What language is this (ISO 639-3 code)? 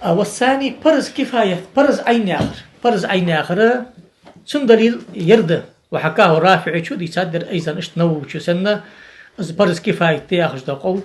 inh